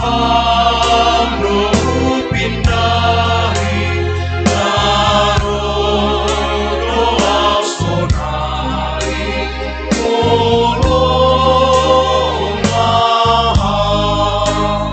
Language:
Batak Simalungun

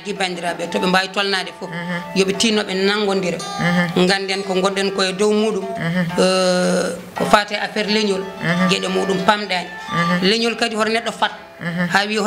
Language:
Fula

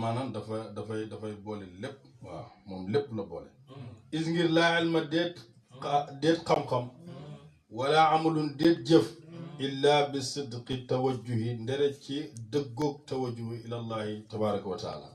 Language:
Wolof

